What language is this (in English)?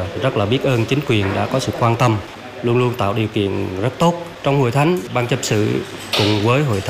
Vietnamese